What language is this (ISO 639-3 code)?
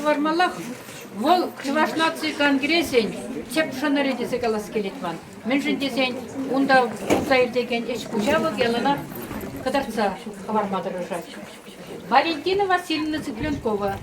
chv